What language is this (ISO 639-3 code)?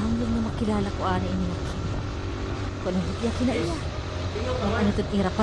war